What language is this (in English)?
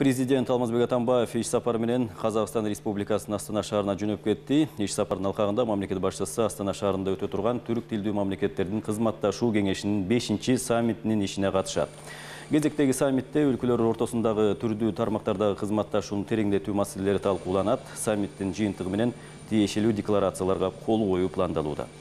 Kyrgyz